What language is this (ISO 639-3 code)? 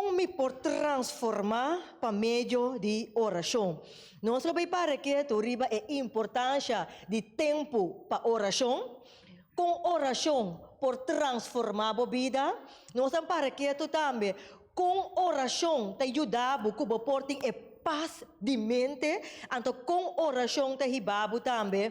pap